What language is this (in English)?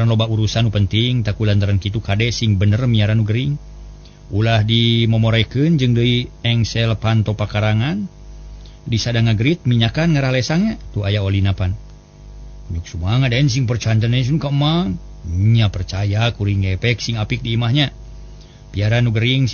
Sundanese